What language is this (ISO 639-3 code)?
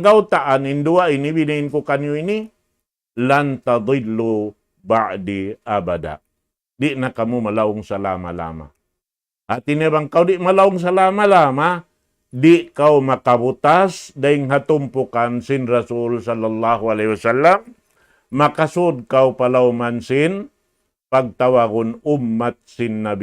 tsg